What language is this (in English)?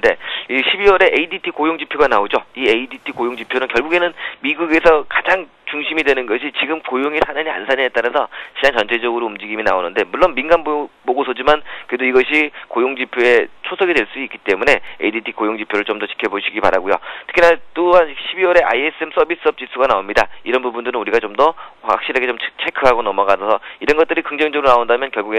Korean